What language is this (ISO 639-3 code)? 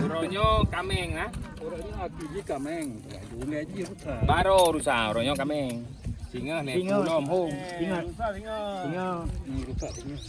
ace